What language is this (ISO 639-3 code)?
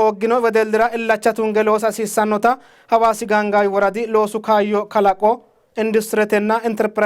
sid